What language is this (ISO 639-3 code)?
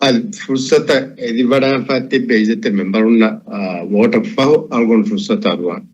div